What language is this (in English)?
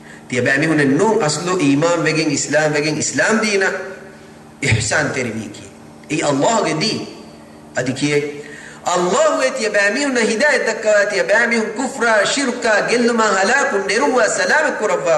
Divehi